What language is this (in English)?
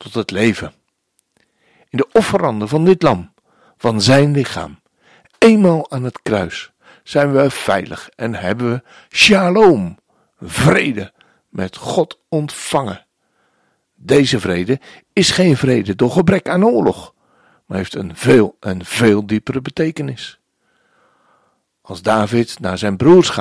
Dutch